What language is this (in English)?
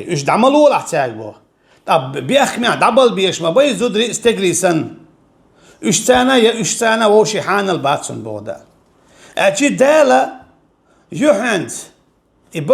Chechen